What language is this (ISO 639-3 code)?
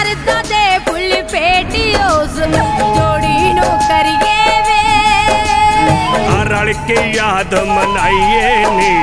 pan